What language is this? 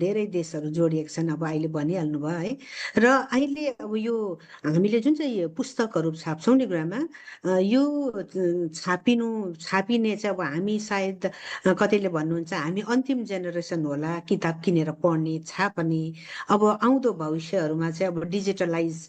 Nepali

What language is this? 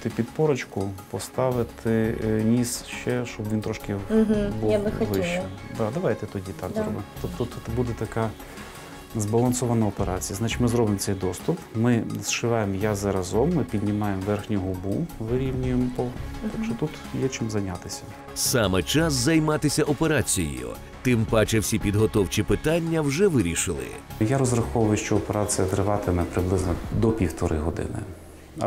Ukrainian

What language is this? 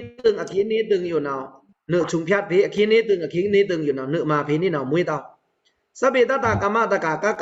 Pa'o Karen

